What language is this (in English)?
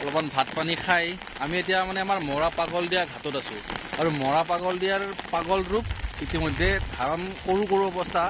Assamese